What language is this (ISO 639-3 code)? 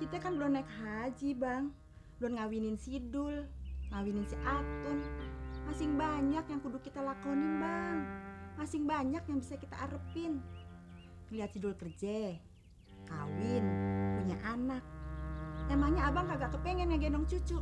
bew